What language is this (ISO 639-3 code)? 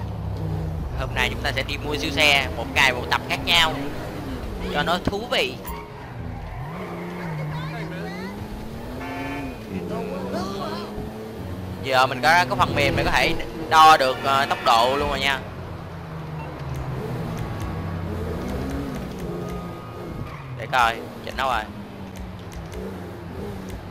vie